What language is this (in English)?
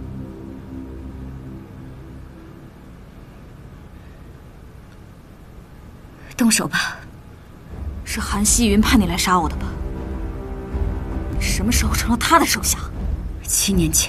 Chinese